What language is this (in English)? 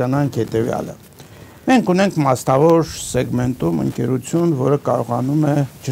Armenian